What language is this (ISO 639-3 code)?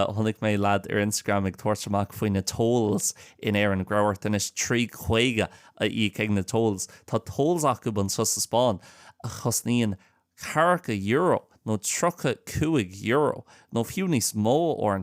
gle